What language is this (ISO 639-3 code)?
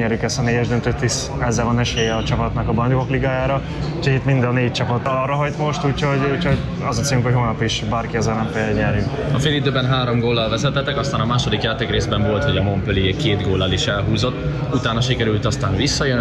hun